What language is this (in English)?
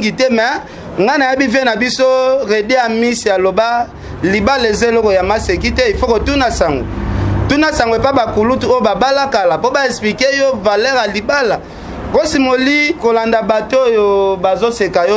Lingala